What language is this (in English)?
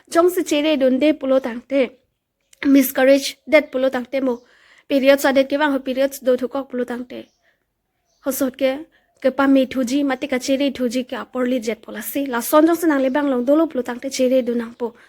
Karbi